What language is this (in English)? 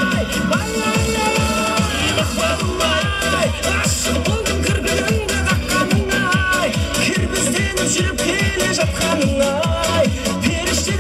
Kazakh